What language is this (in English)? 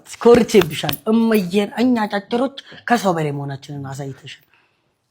Amharic